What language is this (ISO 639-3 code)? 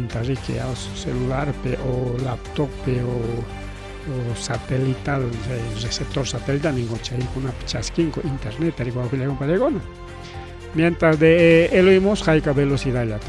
quy